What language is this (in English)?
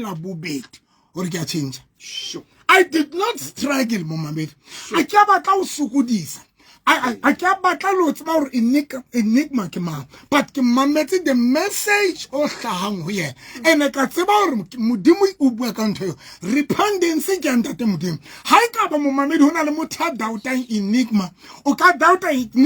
Southern Sotho